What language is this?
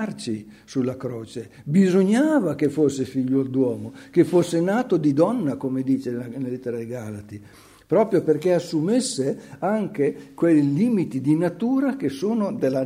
Italian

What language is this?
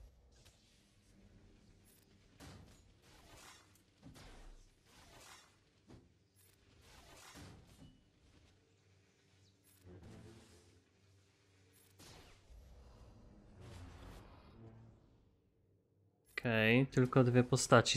Polish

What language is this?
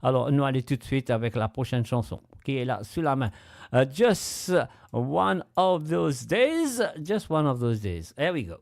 Morisyen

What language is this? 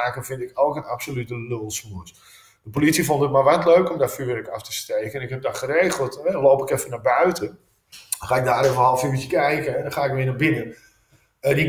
Dutch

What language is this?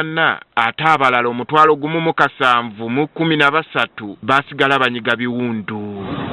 Ganda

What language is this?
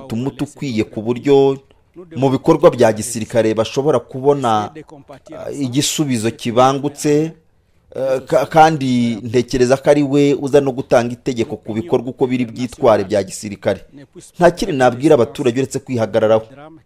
Kinyarwanda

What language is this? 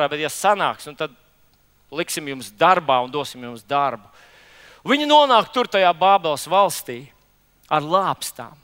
Latvian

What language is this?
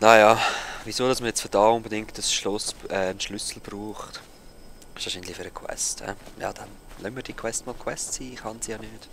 Swiss German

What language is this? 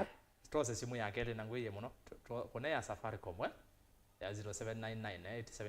Kamba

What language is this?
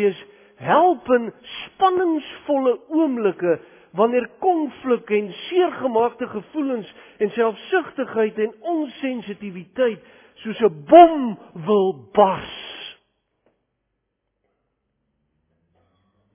Afrikaans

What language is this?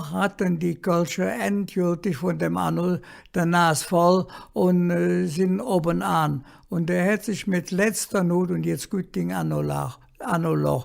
Colognian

